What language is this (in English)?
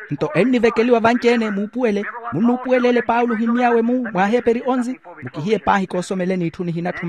Makhuwa